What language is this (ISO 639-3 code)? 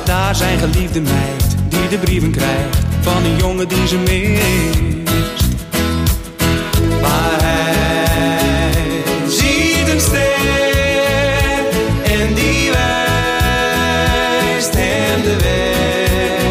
nld